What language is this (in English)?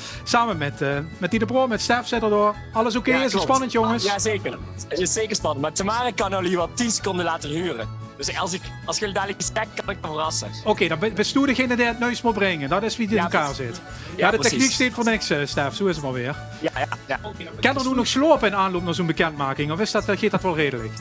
Limburgish